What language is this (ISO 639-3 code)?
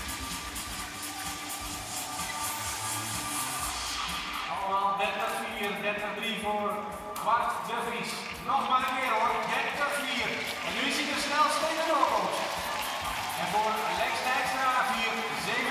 nld